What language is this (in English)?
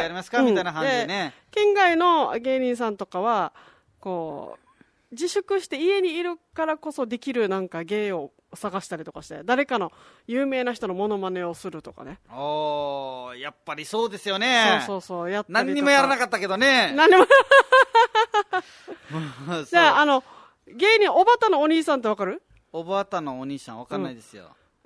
Japanese